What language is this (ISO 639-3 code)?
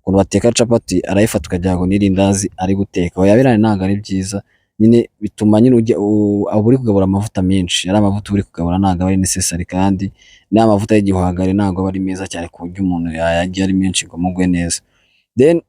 kin